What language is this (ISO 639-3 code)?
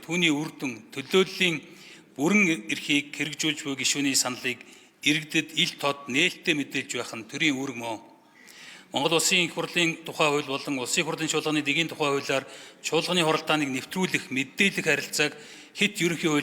mon